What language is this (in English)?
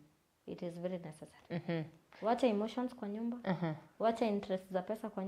Meru